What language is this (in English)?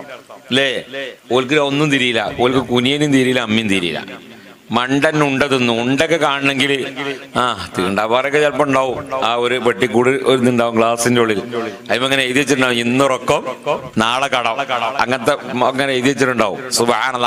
Malayalam